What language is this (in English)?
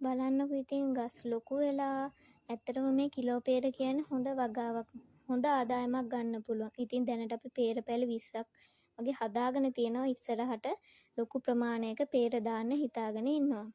Sinhala